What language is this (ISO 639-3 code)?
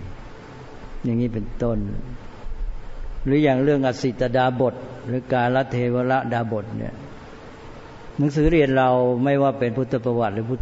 tha